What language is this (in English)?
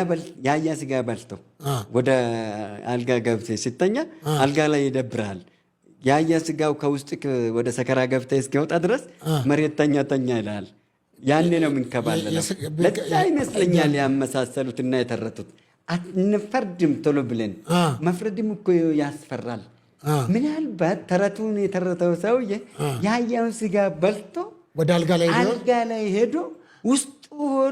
Amharic